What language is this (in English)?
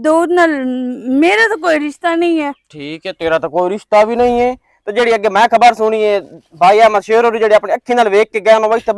Western Panjabi